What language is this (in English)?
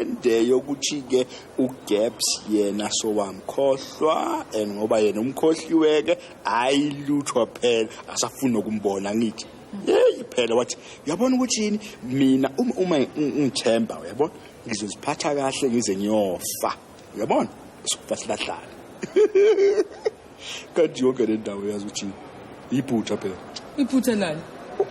Zulu